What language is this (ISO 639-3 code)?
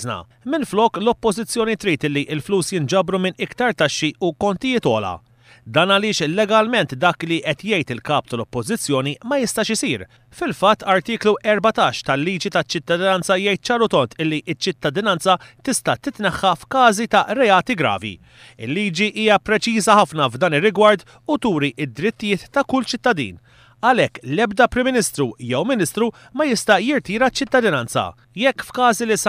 mlt